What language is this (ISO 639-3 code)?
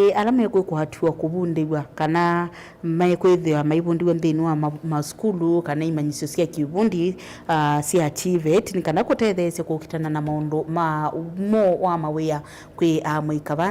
kam